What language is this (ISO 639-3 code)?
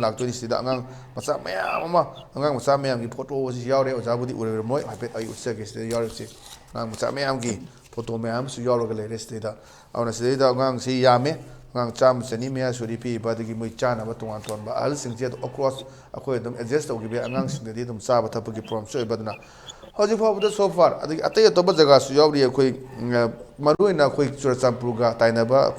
mni